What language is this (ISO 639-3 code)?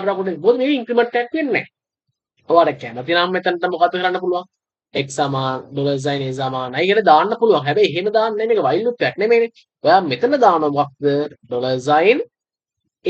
sin